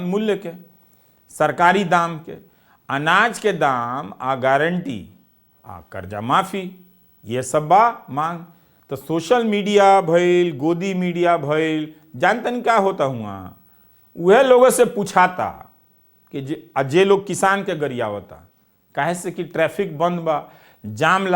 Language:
Bhojpuri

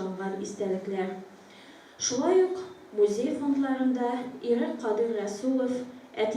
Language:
Tatar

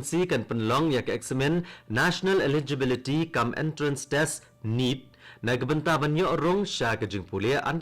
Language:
Khasi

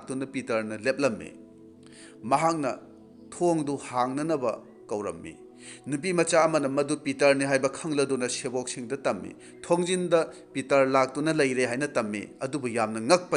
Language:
Manipuri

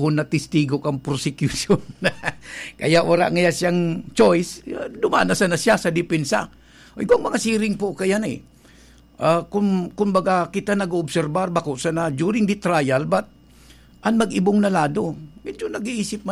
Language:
Bikol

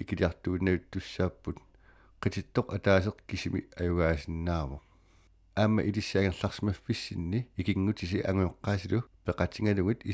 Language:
Kalaallisut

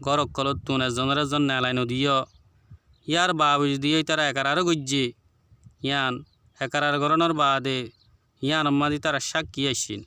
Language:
Rohingya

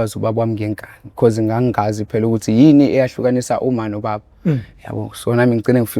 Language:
Zulu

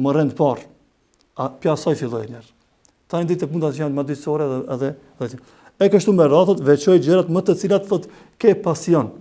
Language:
Albanian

